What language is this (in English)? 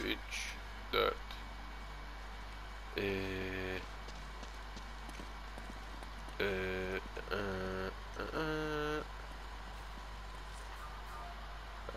Turkish